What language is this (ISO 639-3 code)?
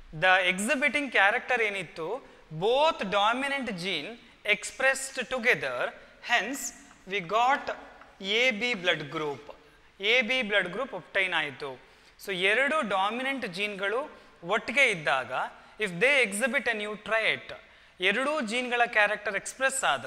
kan